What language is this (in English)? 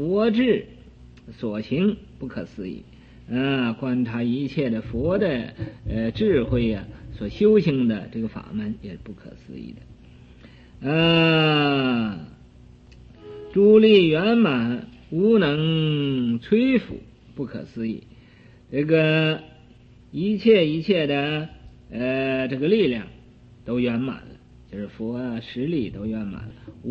Chinese